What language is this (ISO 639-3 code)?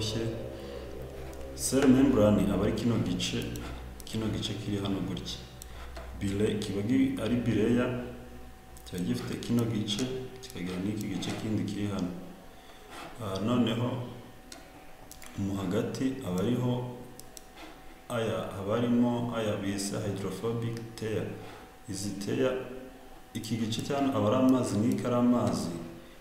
kin